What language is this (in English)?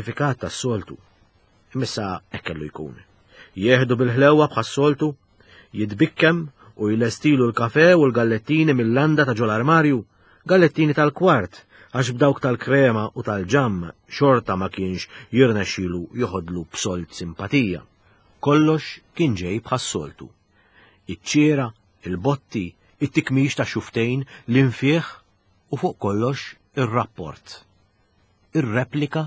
Maltese